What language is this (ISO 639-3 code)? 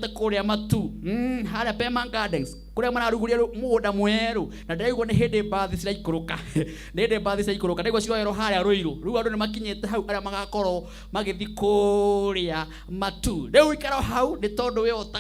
kik